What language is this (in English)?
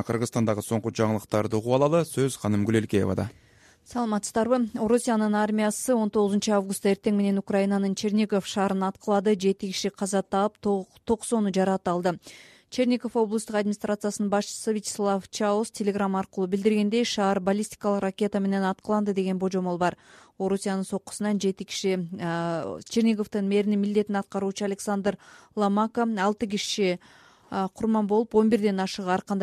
Kyrgyz